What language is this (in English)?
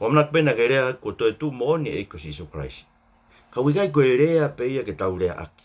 Tongan